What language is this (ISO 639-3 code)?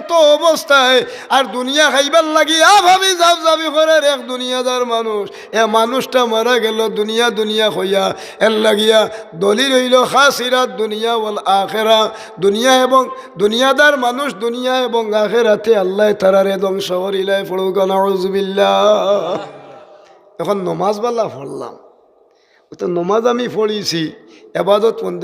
syl